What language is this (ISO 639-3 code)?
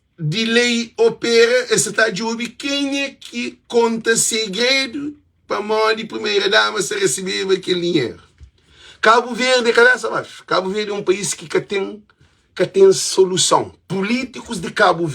kea